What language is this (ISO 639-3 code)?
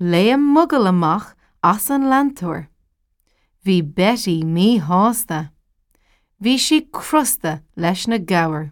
gle